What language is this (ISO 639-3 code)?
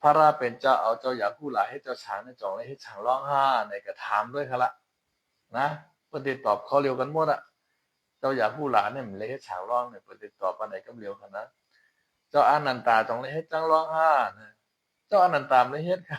shn